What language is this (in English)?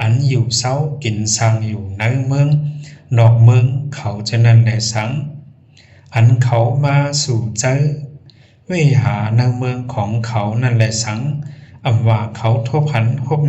Shan